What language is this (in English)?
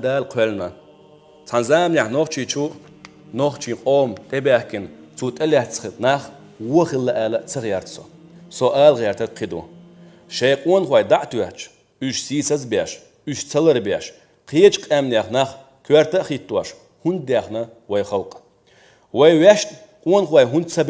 Chechen